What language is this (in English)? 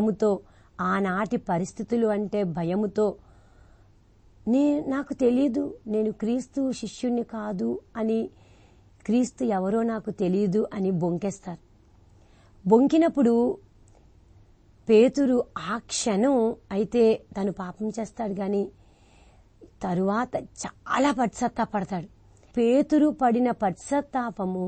Telugu